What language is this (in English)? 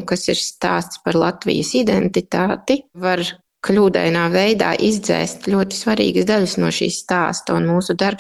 Latvian